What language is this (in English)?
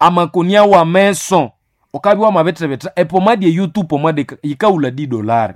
Nande